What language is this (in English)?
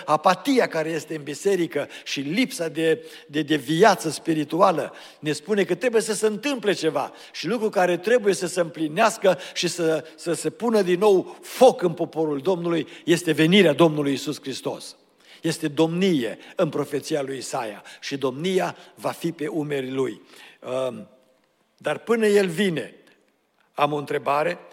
Romanian